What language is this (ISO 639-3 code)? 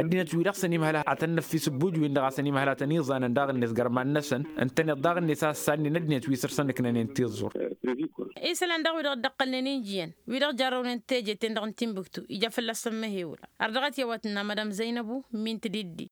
taq